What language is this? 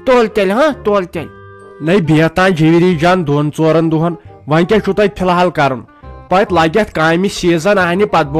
Kashmiri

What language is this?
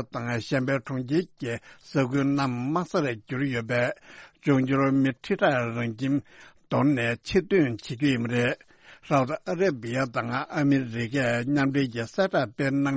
Tibetan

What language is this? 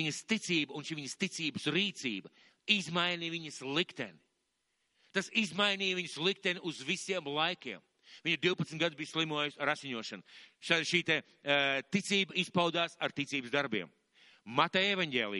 Latvian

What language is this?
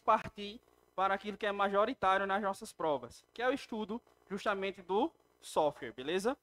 Portuguese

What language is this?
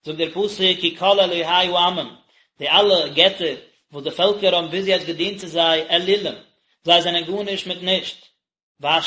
Yiddish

